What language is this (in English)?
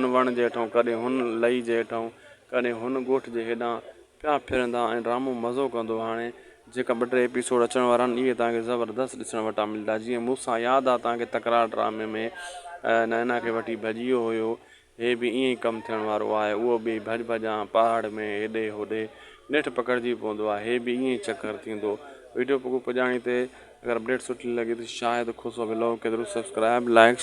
Sindhi